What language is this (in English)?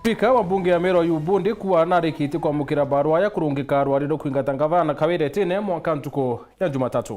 Meru